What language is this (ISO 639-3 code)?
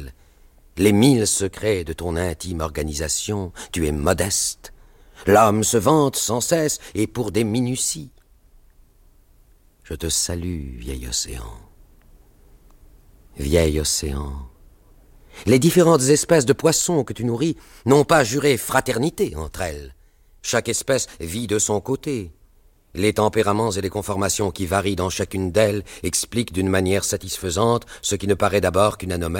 fra